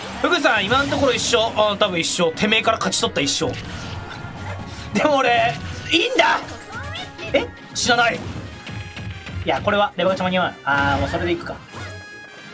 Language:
Japanese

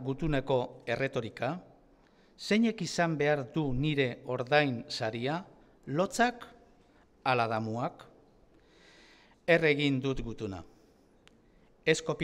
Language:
Basque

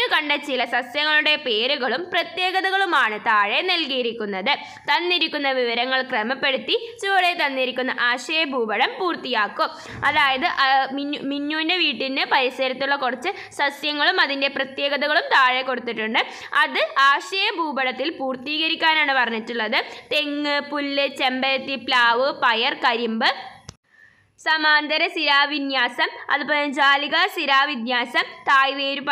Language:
Malayalam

